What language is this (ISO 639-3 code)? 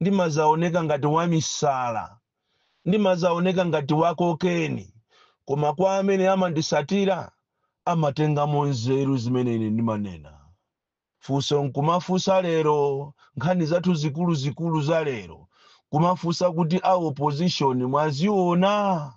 nya